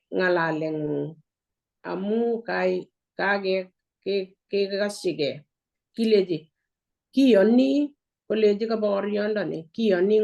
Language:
Kalenjin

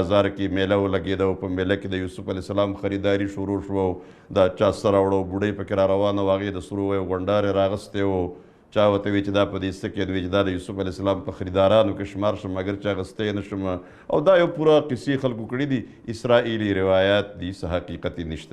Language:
Pashto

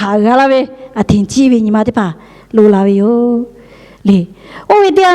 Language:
Lahu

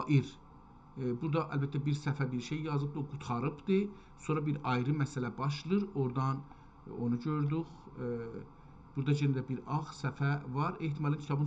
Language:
South Azerbaijani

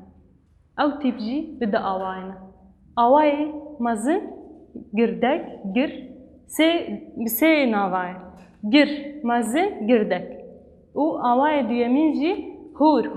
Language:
Kurdish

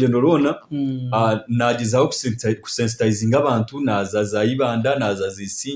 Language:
Nyankole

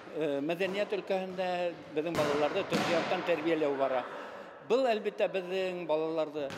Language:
Bashkir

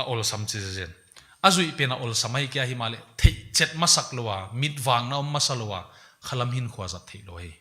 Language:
Paite Chin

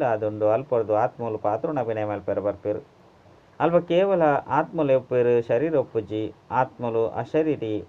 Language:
Tulu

